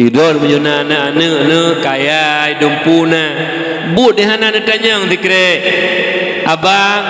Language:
Achinese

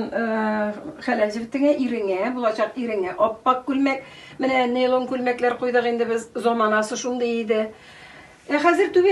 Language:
Tatar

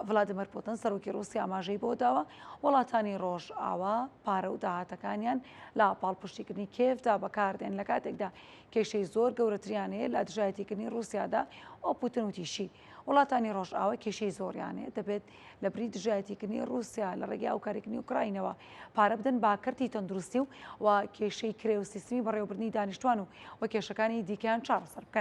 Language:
Central Kurdish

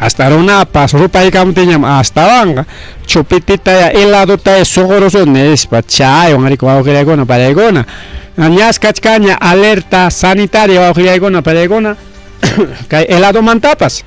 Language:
Ayacucho Quechua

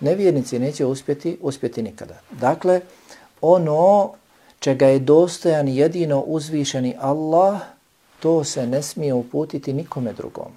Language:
Bosnian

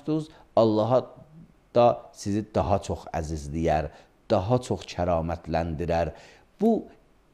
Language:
Azerbaijani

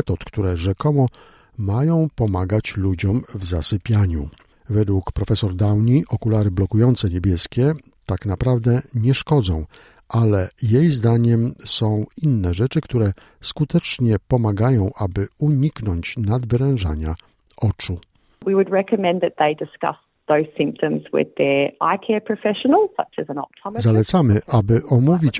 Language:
Polish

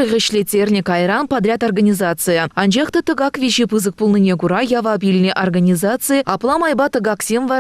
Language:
Chuvash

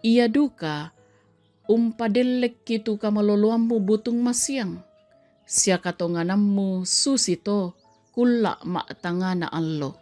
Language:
Toraja-Sa'dan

